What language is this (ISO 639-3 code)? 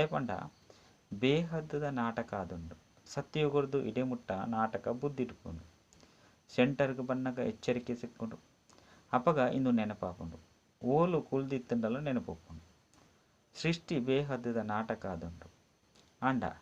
tcy